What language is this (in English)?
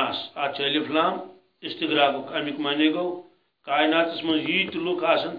Kashmiri